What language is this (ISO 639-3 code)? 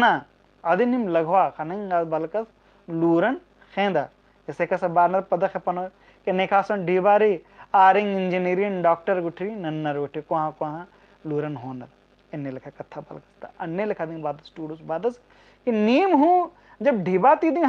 kru